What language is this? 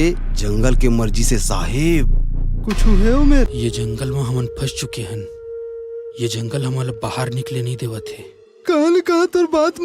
Chhattisgarhi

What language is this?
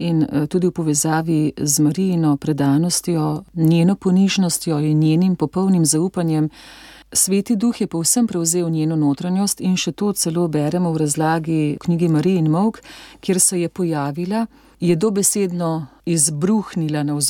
Slovenian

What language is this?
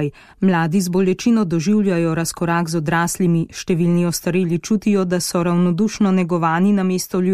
Slovenian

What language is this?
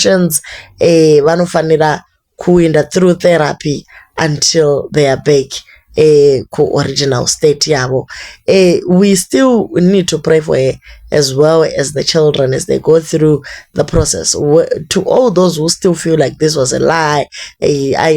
Shona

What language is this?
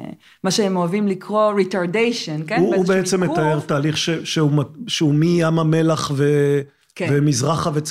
Hebrew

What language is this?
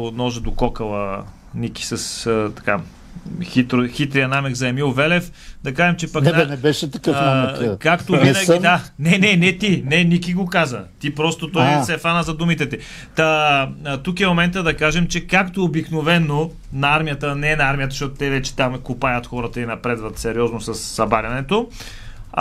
Bulgarian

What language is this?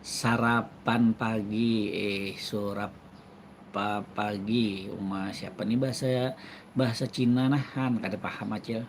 Banjar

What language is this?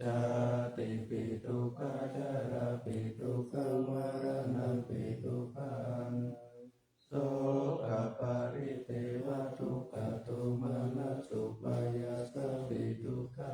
Pali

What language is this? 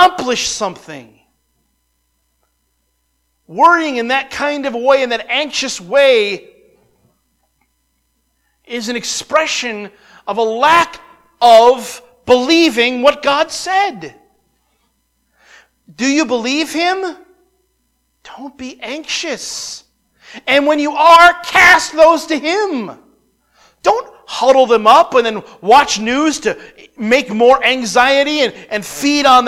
English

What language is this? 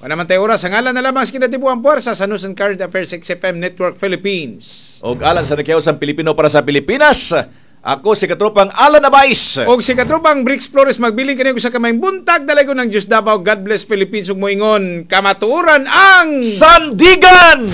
Cebuano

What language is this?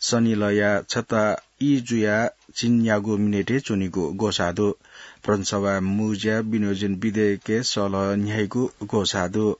Newari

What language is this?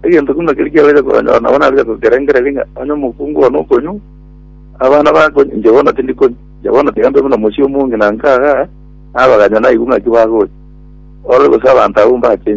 Gusii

